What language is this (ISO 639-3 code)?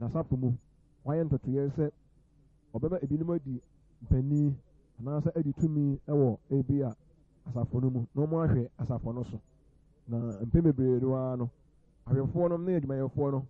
aka